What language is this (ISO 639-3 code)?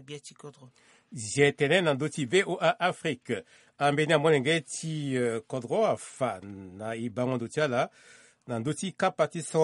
sag